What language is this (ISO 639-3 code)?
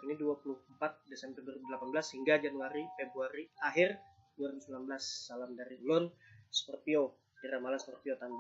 bjn